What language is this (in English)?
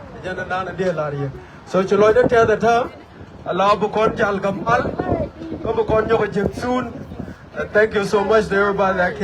Nuer